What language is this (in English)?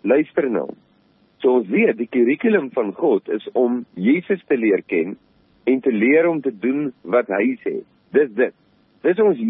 Afrikaans